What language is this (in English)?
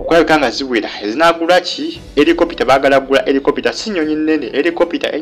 Ganda